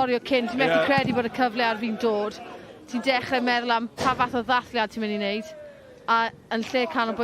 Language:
Welsh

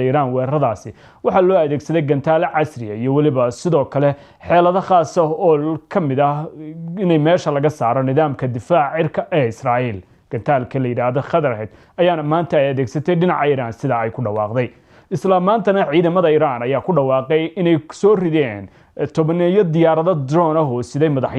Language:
Somali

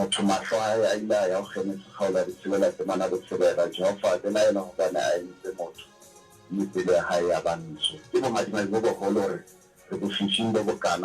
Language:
Southern Sotho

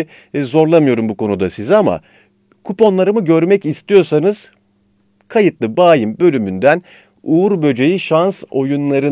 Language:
Turkish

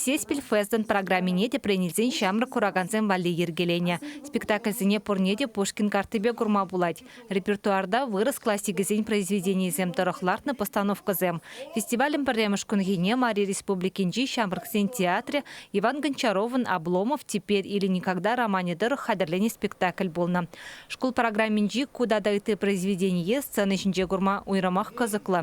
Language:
Chuvash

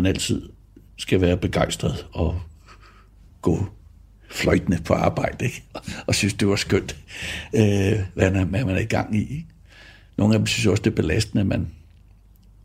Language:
Danish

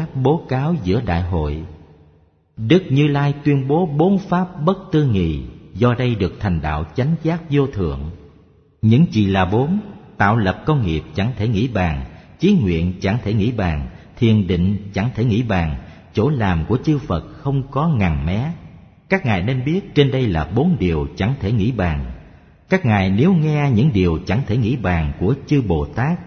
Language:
Vietnamese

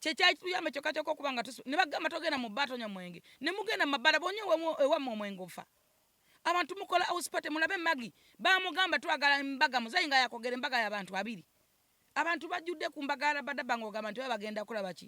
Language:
Ganda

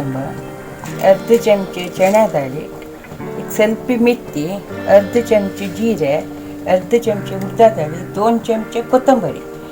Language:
Konkani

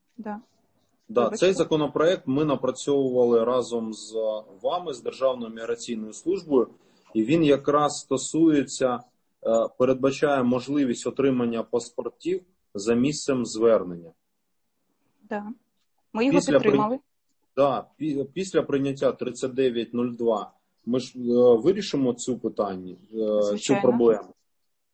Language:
Ukrainian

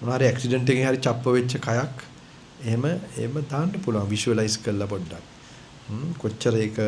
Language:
Sinhala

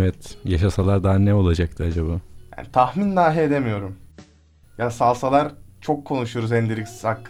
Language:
Turkish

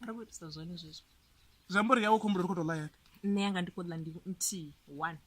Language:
Venda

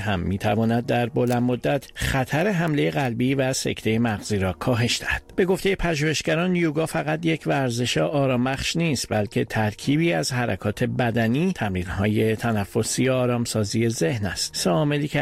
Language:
Persian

